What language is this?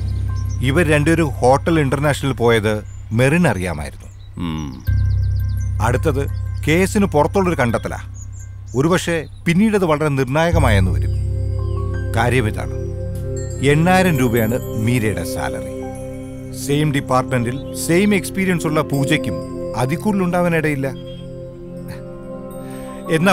Malayalam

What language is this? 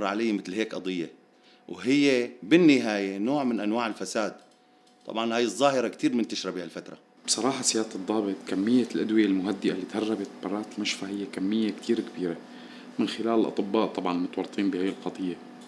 North Levantine Arabic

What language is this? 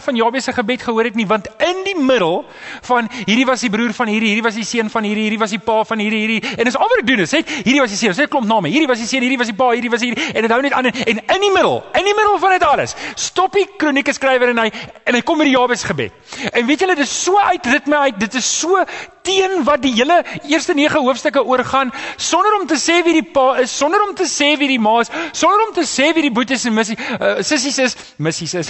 Afrikaans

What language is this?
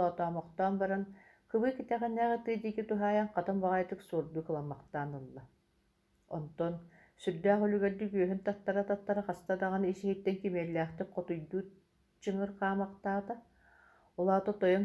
Yakut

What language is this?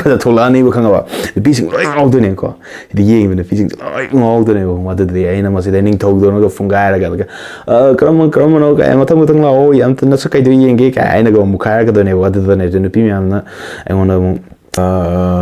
Manipuri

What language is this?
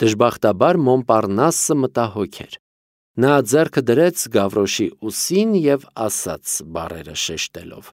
Armenian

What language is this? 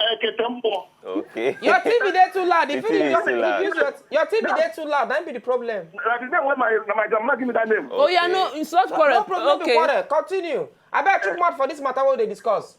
Nigerian Pidgin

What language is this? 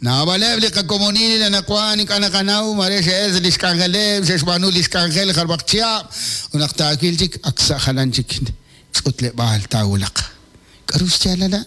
Kekchí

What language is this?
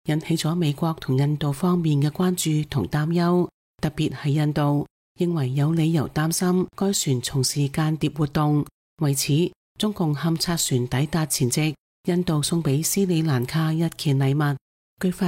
Cantonese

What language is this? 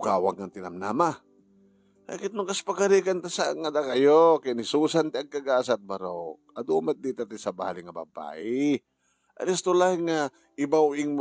Iloko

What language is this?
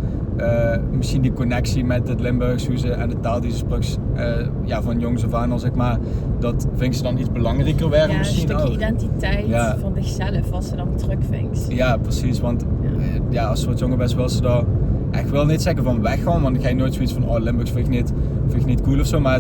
Limburgish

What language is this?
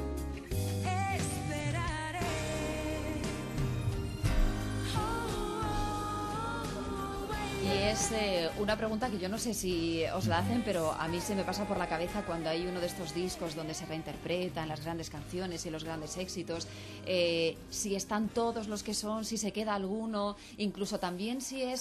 Spanish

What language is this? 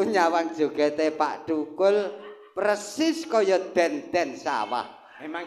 Javanese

